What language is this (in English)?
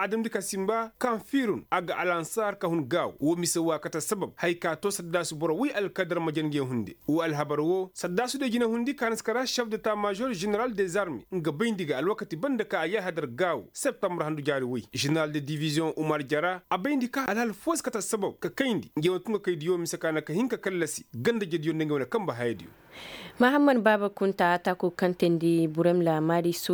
Koyraboro Senni